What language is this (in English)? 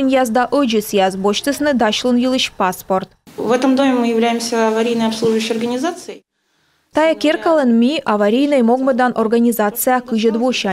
Komi